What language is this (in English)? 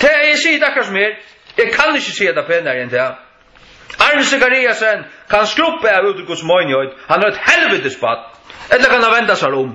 Faroese